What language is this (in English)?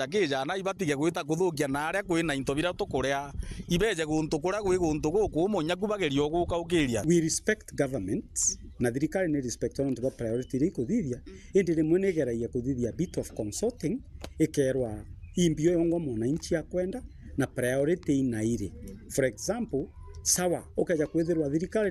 Meru